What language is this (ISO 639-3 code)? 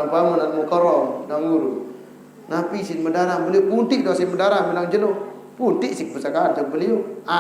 sas